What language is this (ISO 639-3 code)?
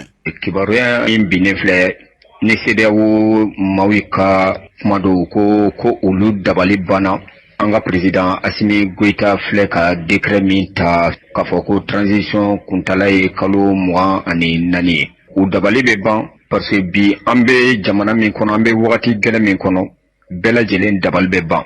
bam